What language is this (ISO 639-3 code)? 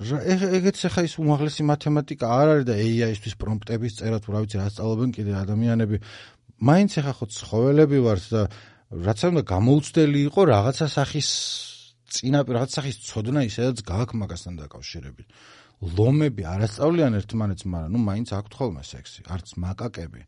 kat